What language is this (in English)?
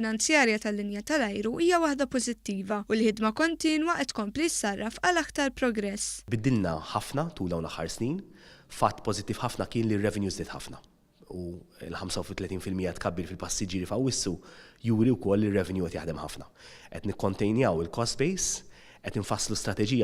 Maltese